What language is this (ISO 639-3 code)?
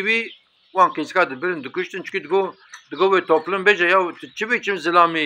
kur